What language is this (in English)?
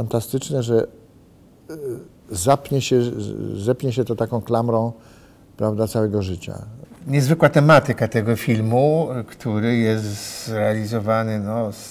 Polish